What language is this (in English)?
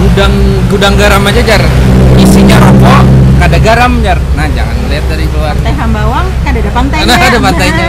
Banjar